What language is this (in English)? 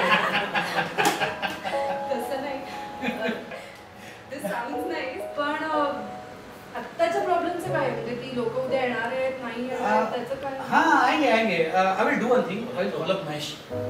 Marathi